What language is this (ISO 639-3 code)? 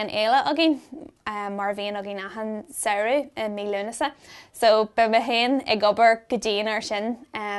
gle